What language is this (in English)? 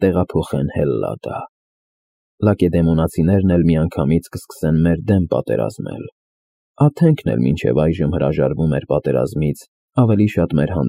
Armenian